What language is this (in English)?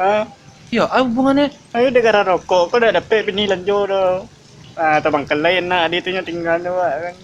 Minangkabau